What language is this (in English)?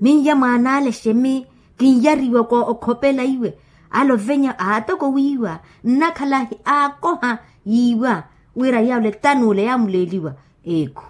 Makhuwa